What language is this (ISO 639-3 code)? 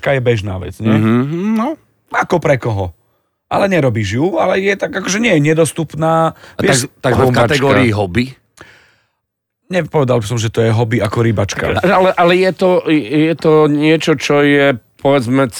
slk